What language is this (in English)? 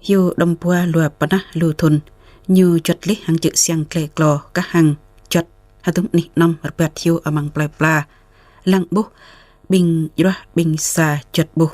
Jarai